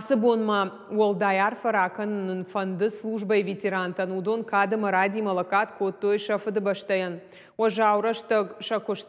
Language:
Ossetic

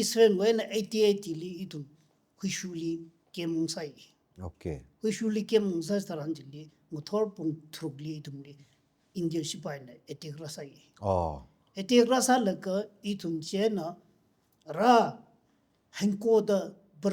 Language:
Tangkhul Naga (India)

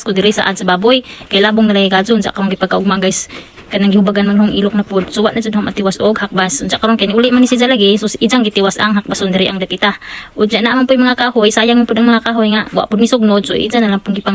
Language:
Cebuano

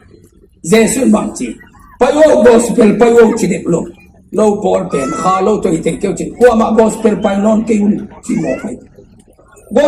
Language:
Tedim Chin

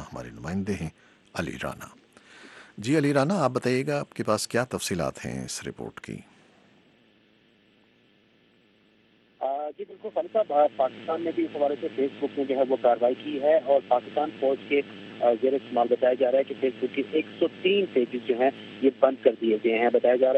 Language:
Urdu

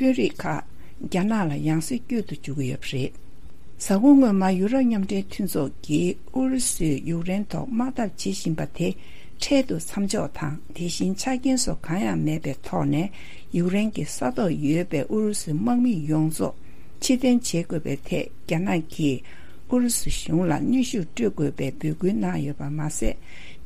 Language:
Tibetan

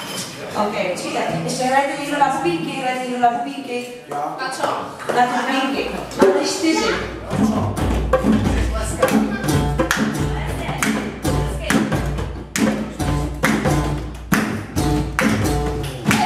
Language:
Czech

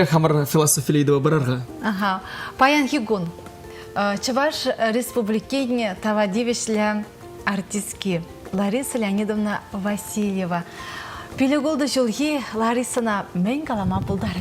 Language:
Chuvash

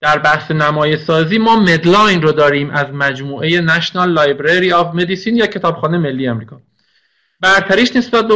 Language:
Persian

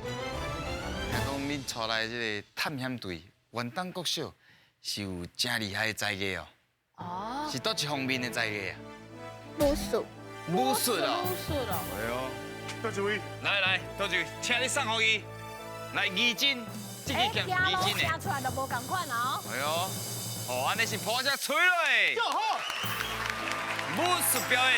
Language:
Min Nan Chinese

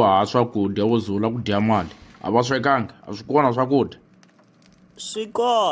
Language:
Tsonga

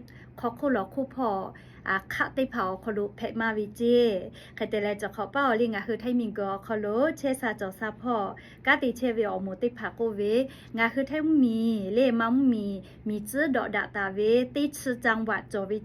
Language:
Lahu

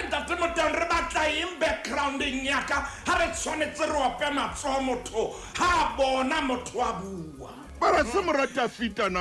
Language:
Southern Sotho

